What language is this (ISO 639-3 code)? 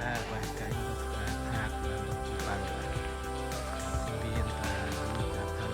cmo